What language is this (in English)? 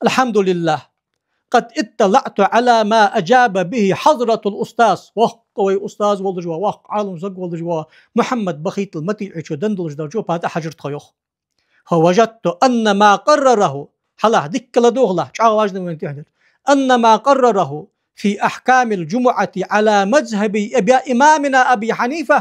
Ingush